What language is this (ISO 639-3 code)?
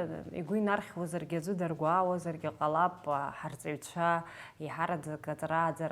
abk